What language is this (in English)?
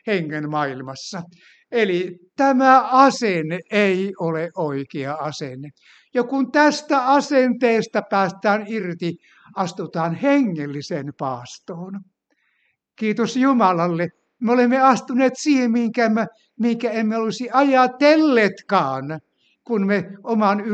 Finnish